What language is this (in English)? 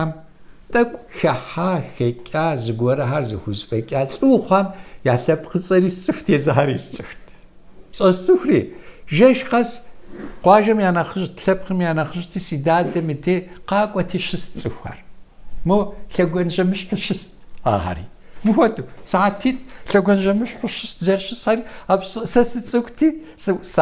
Kabardian